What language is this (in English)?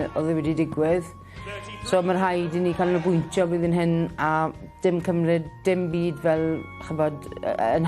Welsh